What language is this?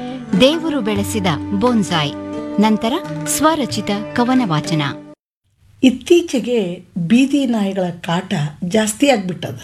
Kannada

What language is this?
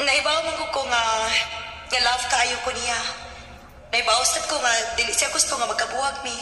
Cebuano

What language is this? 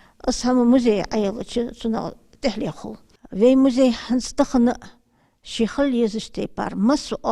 Ingush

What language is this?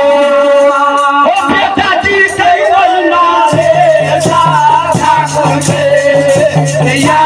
Maithili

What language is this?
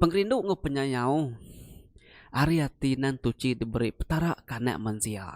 Iban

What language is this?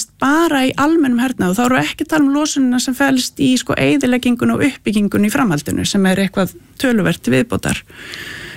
Icelandic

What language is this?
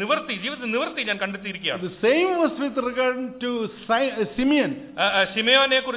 Malayalam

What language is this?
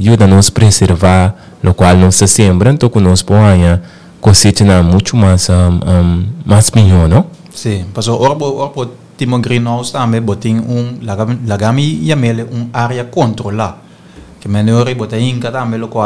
Papiamento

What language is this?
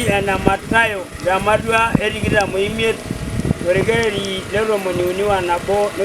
Masai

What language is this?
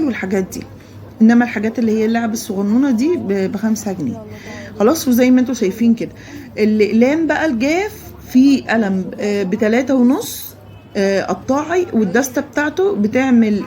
Egyptian Arabic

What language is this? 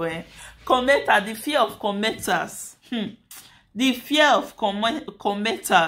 Nigerian Pidgin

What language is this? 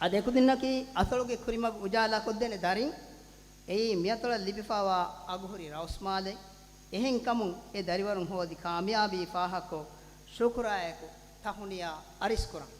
Divehi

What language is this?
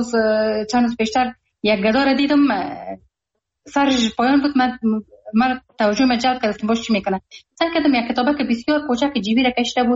Persian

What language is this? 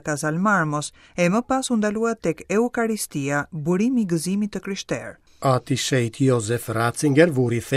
Albanian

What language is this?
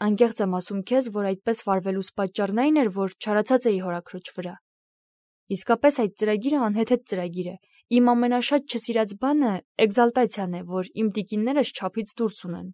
Armenian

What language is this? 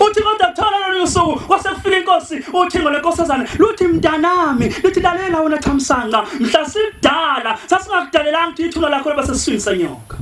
Zulu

